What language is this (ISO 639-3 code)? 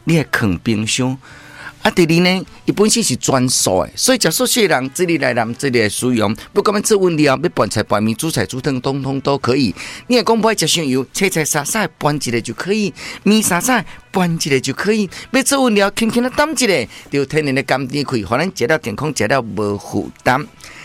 nan